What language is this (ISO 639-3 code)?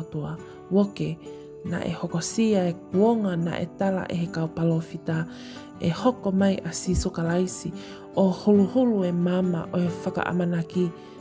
ton